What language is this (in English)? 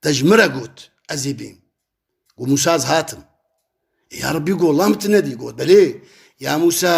Kurdish